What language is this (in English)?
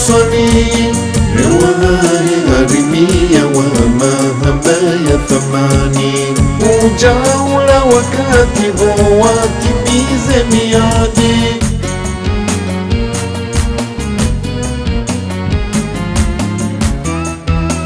Swahili